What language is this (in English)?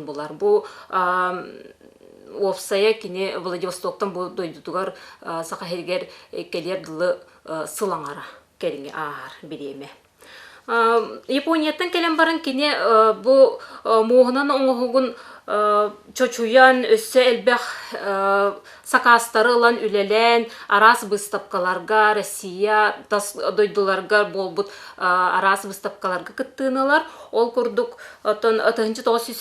Yakut